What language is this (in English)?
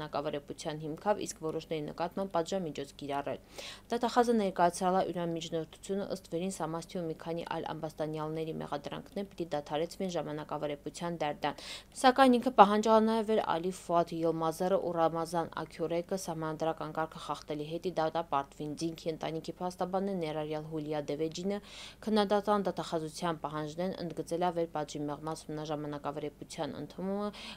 Armenian